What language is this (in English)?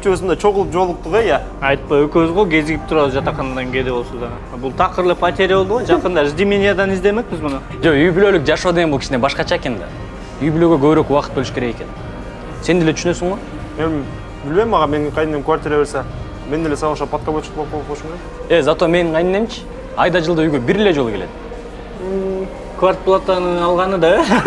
Kyrgyz